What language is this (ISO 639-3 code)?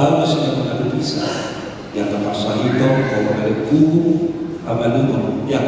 bbc